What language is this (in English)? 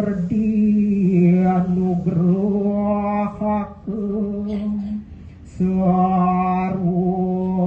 Balinese